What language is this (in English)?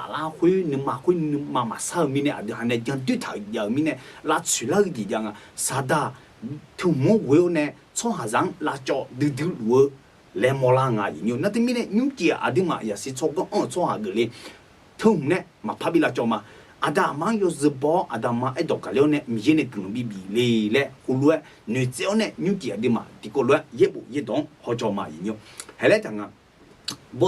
Akha